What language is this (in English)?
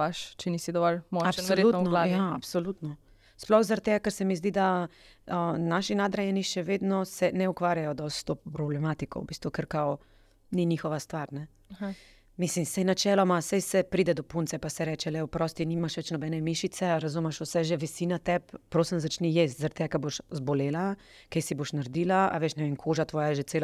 Slovenian